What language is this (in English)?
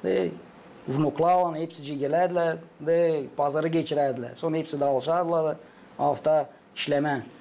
Gagauz